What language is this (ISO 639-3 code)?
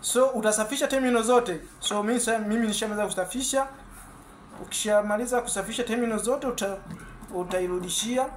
swa